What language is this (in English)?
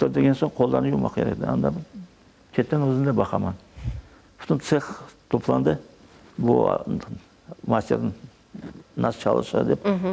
Crimean Tatar